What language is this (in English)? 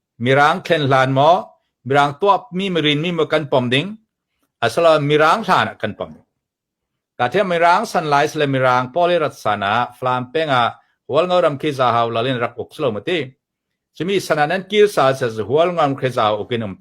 Falam Chin